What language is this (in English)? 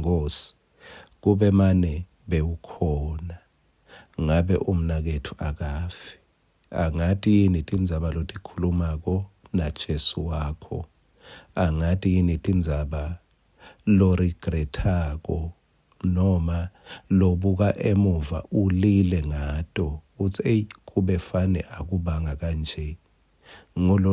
Swati